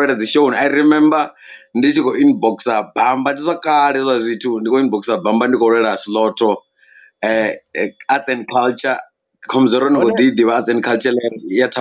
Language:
Venda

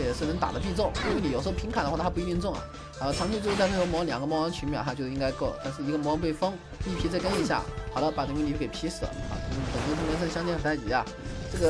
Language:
Chinese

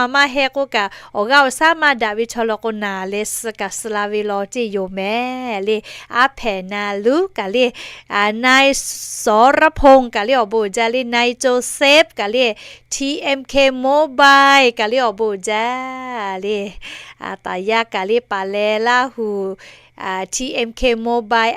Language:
Lahu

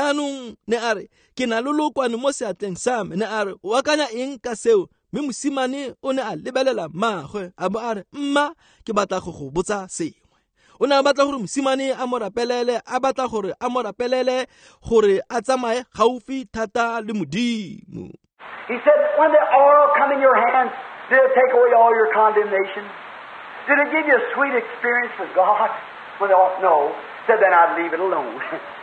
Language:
Tswana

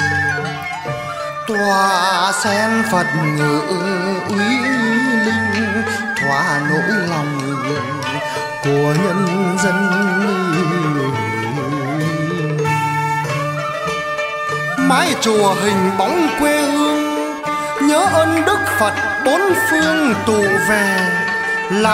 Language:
Vietnamese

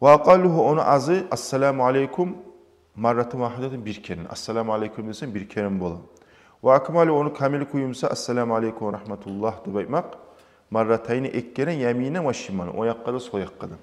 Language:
Kumyk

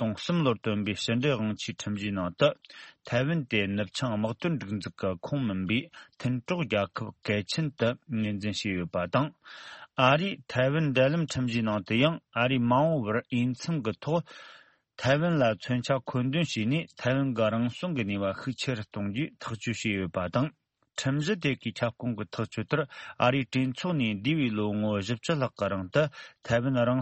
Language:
Tibetan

